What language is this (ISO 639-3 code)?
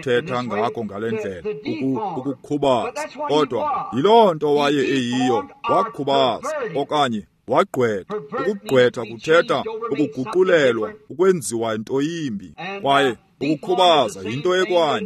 xho